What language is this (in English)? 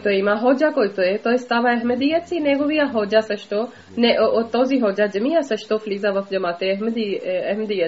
Bulgarian